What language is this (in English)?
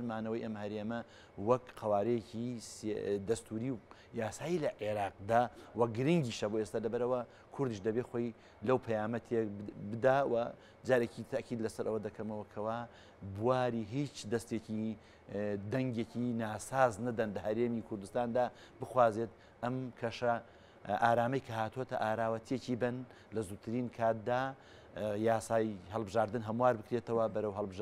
Central Kurdish